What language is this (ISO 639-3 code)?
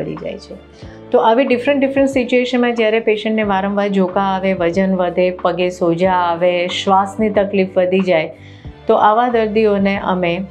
guj